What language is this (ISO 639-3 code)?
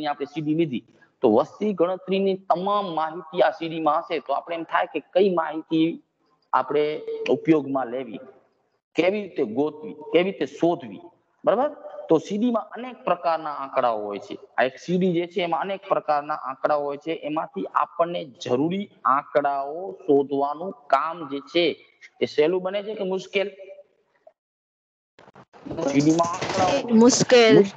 guj